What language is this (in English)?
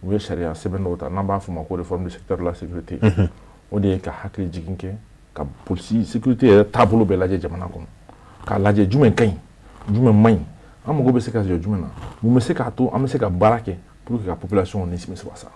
Bambara